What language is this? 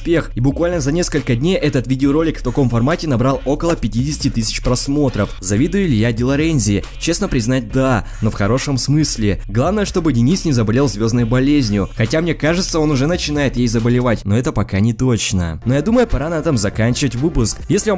Russian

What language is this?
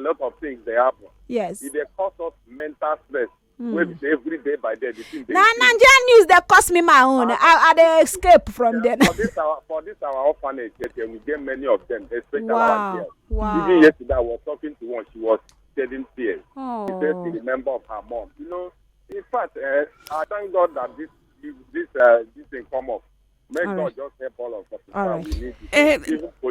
Nigerian Pidgin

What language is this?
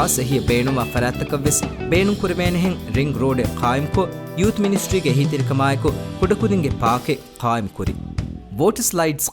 Divehi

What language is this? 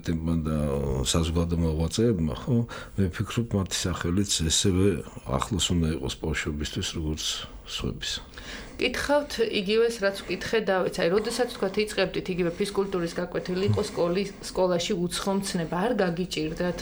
Georgian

